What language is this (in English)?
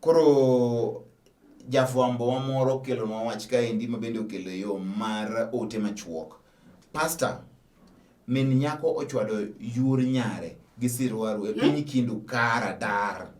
Luo (Kenya and Tanzania)